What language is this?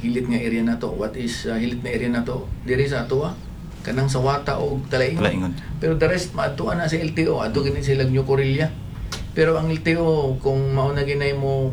Cebuano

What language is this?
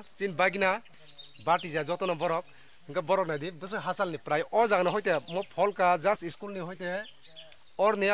Kok Borok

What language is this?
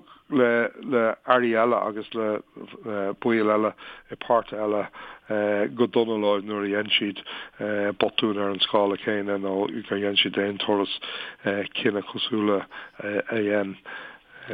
Irish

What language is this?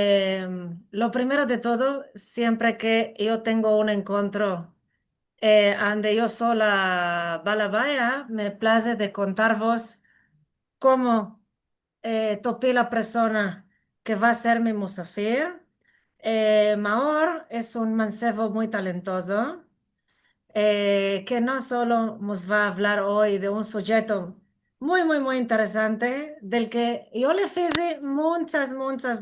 Ladino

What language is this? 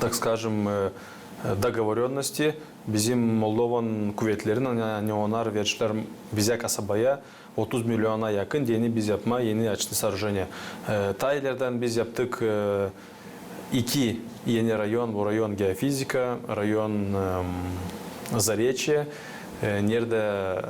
Gagauz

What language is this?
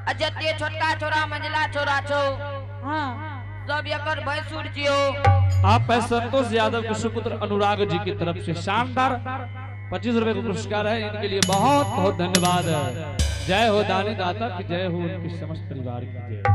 Angika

